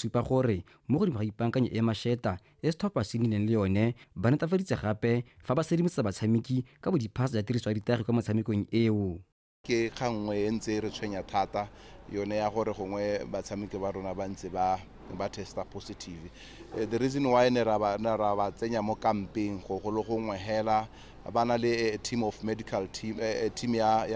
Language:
Tswana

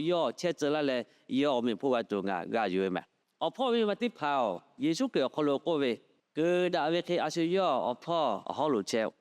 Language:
Lahu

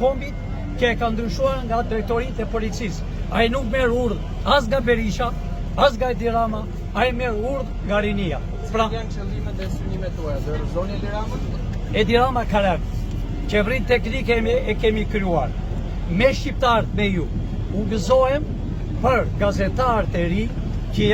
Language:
Albanian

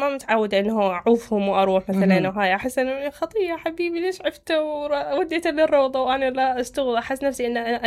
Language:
Mesopotamian Arabic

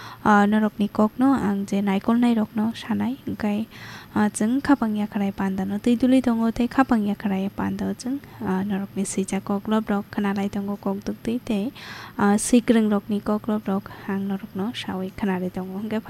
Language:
Kok Borok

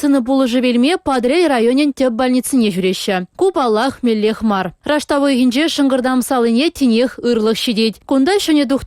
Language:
Chuvash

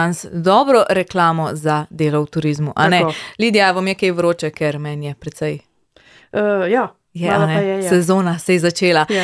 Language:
Slovenian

